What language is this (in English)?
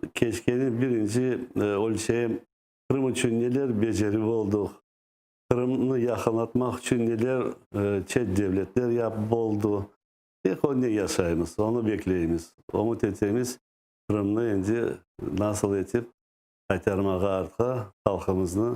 Crimean Tatar